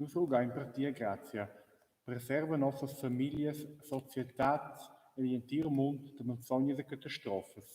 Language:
Romansh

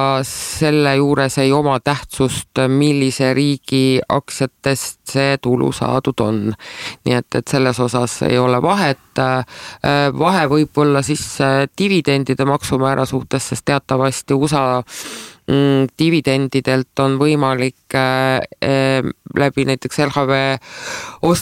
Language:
Estonian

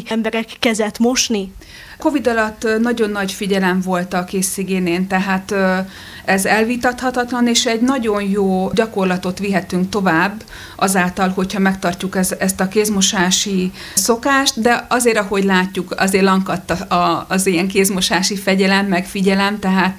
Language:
Hungarian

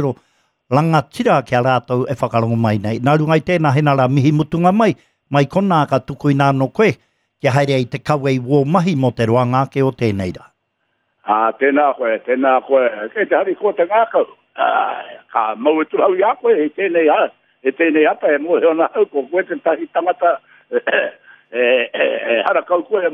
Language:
Māori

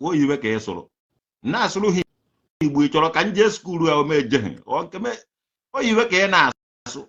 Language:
Igbo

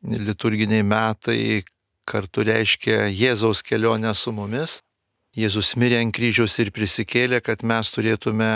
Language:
Lithuanian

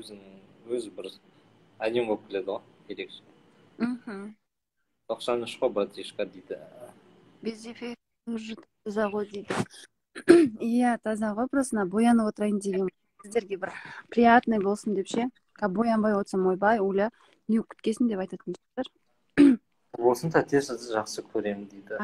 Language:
Kazakh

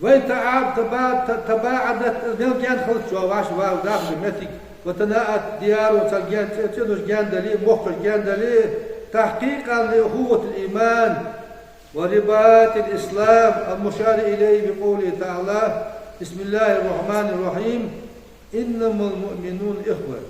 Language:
Ingush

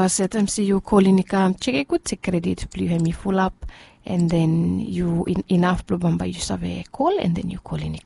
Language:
Bislama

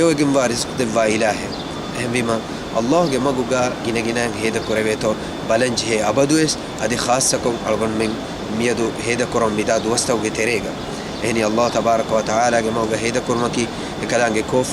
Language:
Divehi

